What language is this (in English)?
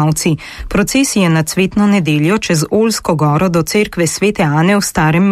Slovenian